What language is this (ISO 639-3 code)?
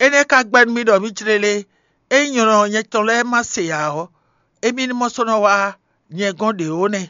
fon